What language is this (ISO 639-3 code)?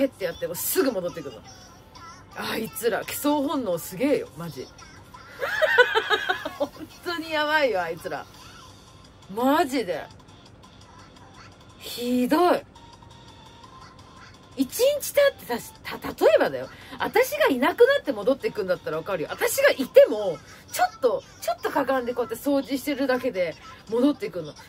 jpn